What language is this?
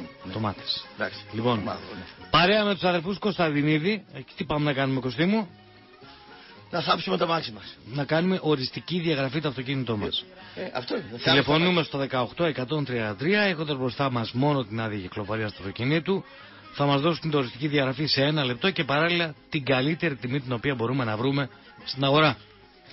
Greek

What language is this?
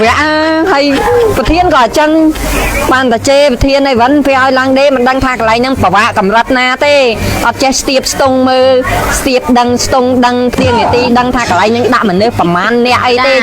Khmer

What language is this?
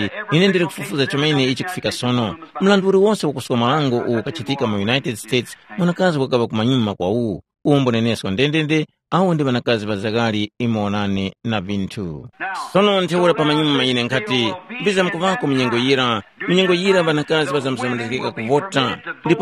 Tumbuka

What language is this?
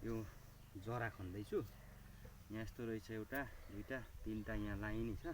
Nepali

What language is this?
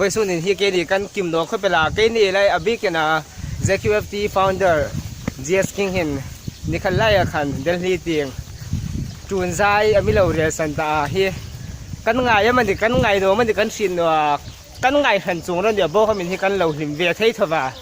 Hmar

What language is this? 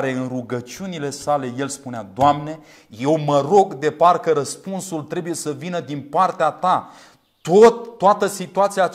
Romanian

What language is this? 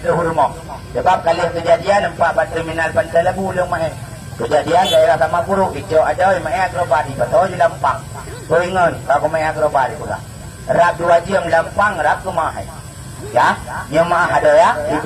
Achinese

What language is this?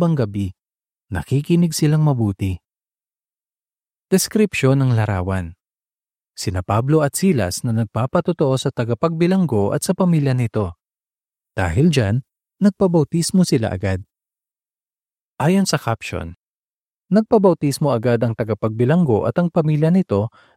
Filipino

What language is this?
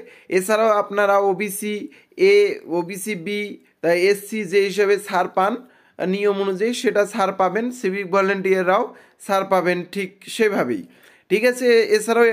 Bangla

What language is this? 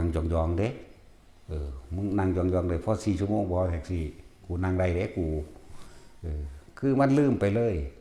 Northeastern Thai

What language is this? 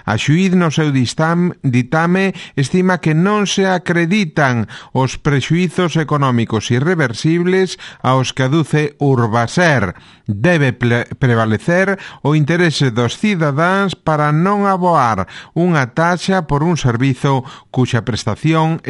Galician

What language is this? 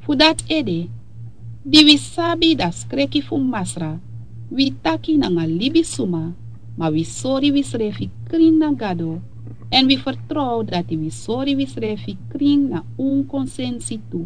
Sranan Tongo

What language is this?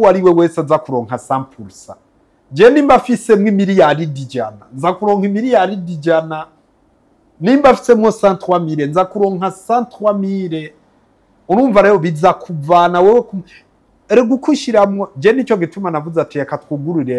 Rundi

